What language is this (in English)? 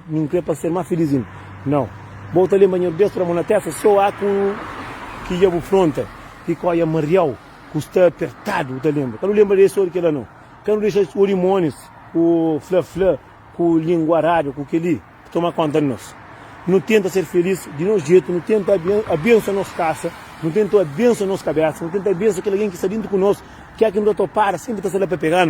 Kabuverdianu